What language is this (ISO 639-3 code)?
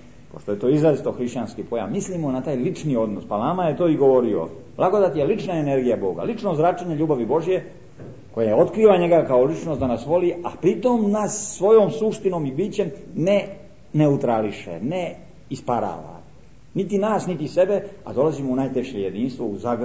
srp